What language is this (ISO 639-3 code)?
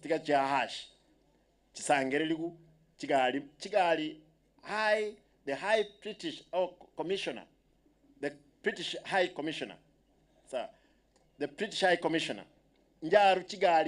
guz